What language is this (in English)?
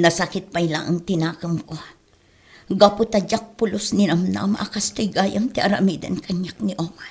Iloko